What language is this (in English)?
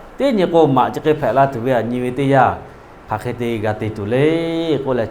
Lahu